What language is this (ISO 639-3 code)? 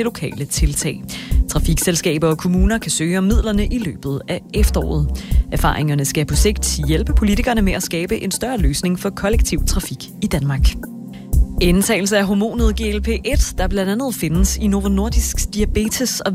dan